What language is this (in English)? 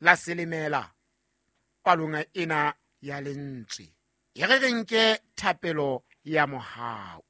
Southern Sotho